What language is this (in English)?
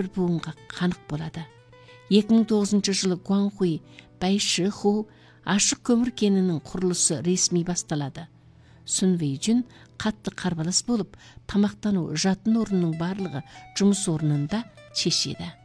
Kazakh